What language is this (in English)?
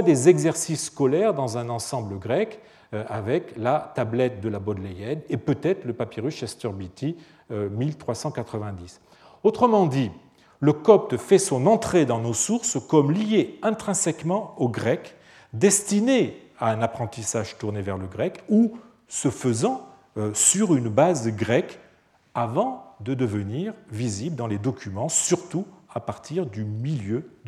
French